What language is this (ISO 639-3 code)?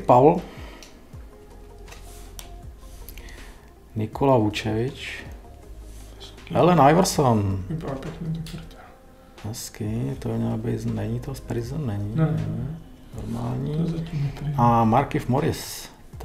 ces